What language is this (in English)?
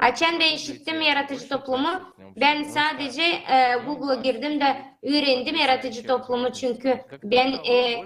Gagauz